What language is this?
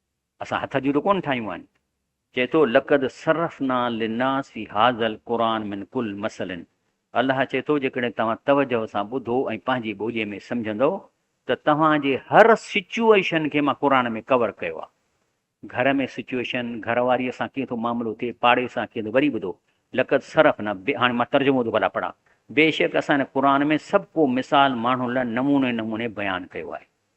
Sindhi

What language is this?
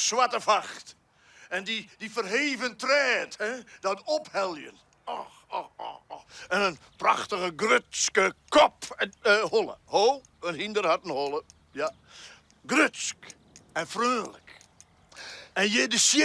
Western Frisian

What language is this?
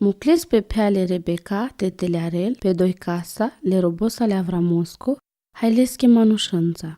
Romany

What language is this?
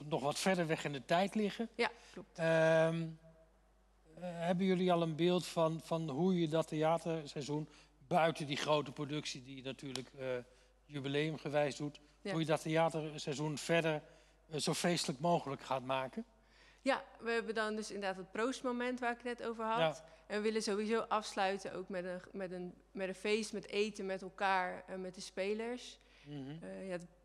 Dutch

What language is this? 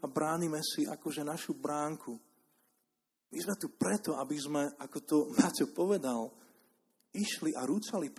Slovak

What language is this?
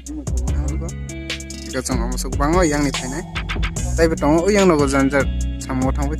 Kok Borok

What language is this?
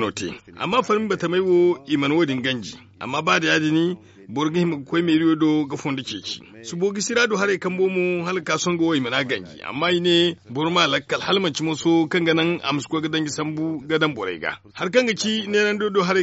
Zarma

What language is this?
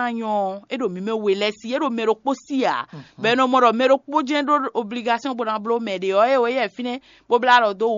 Fon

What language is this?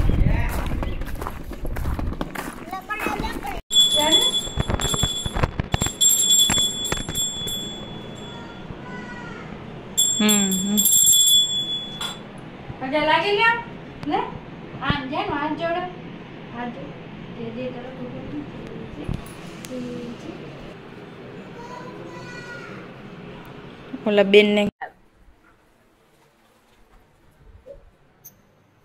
Gujarati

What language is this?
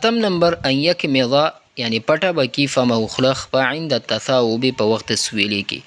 Pashto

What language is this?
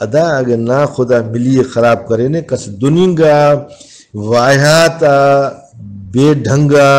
Brahui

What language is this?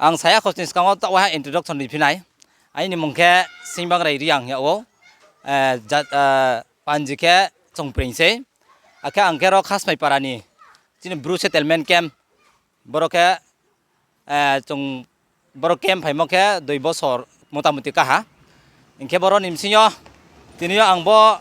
Riang (India)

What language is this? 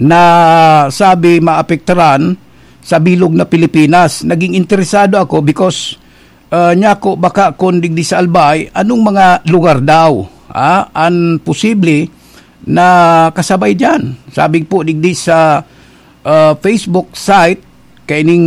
Bikol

